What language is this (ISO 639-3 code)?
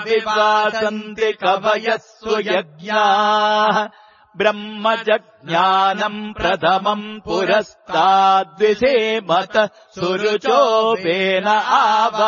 san